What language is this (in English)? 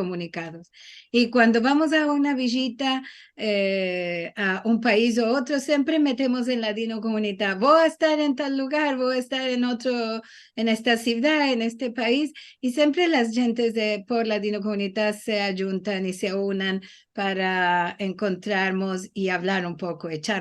Ladino